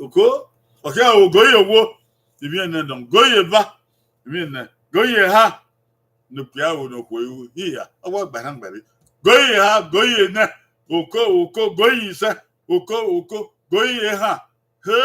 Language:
Bini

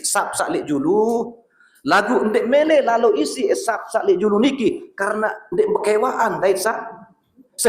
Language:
Sasak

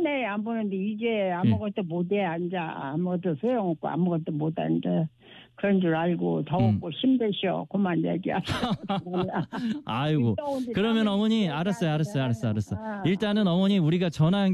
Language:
Korean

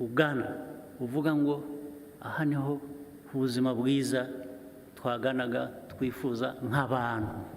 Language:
Kinyarwanda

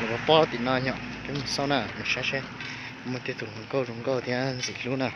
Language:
Hmong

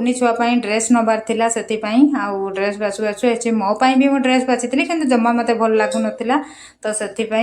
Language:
Odia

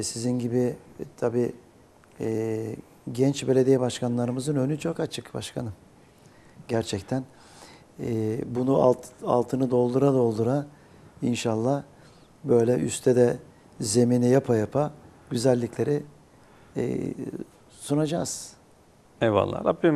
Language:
Turkish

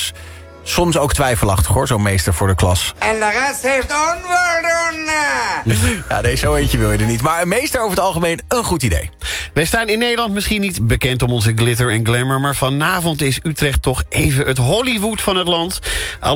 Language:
Dutch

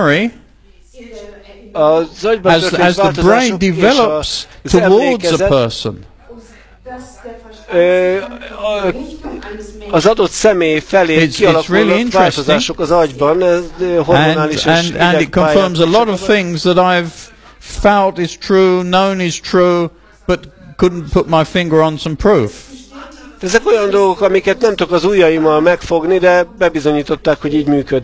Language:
Hungarian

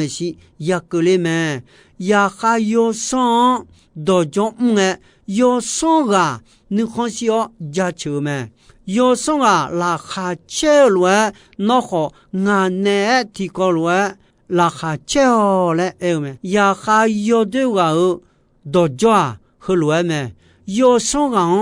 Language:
Akha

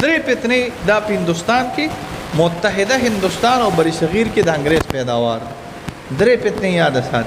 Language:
Pashto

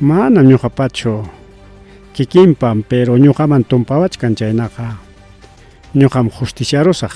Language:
Ayacucho Quechua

